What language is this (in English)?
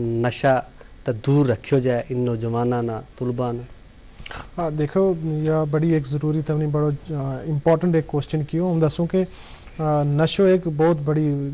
Gujari